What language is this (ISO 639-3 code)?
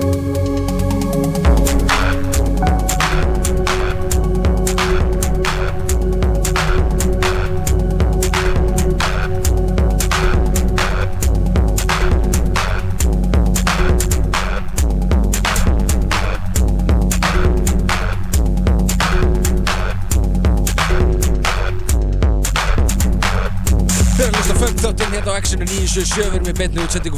isl